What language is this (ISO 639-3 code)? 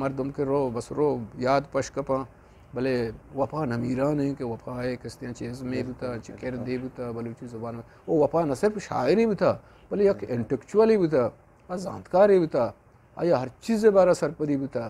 bgp